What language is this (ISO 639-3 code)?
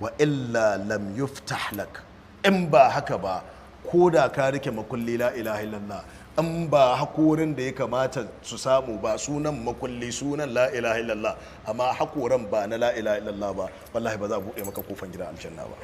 hau